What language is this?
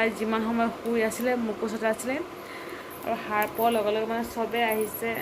Assamese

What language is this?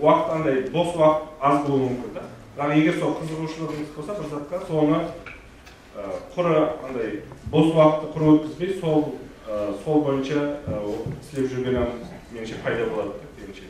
Kara-Kalpak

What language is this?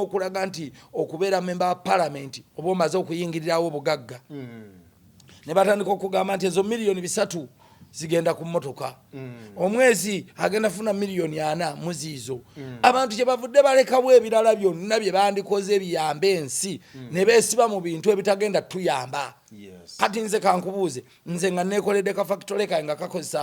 Ganda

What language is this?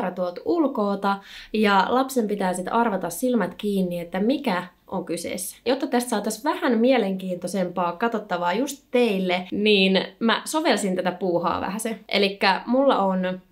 Finnish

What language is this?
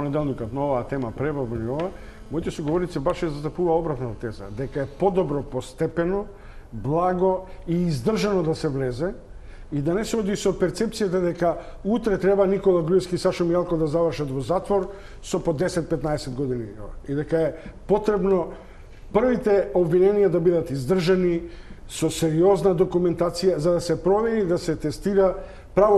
Macedonian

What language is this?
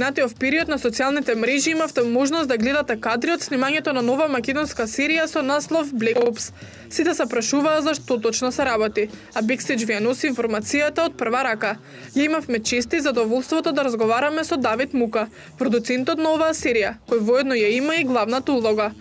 Macedonian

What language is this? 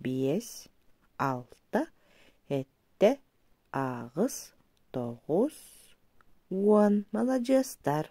Yakut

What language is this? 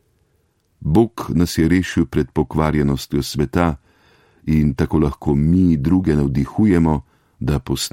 Slovenian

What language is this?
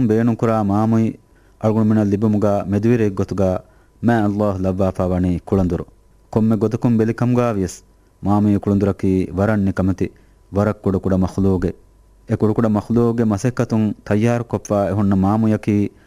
Divehi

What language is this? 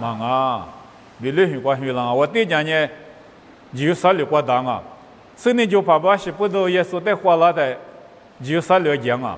Lisu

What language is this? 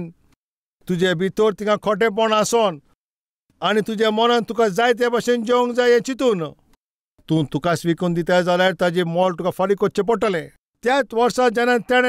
Konkani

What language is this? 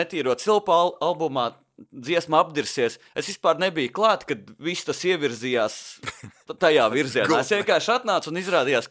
Latvian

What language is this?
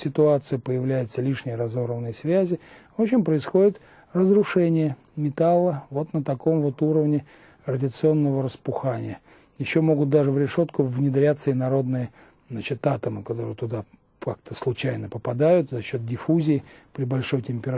Russian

